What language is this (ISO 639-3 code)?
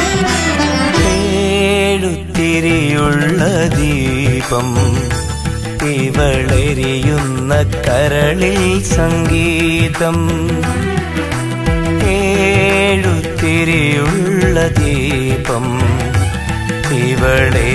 mal